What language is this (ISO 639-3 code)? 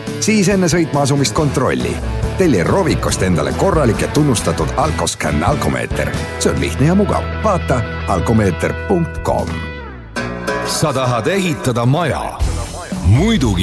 est